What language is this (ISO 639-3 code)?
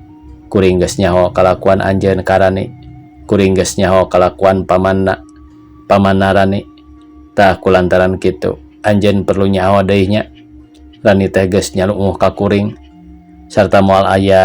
sun